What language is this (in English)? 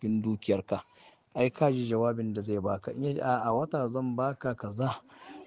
Hausa